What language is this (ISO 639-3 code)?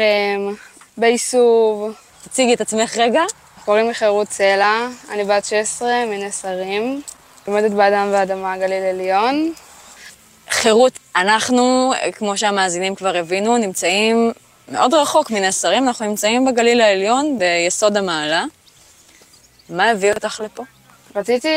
heb